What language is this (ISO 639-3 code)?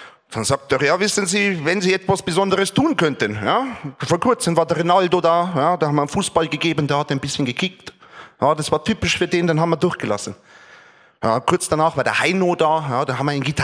bar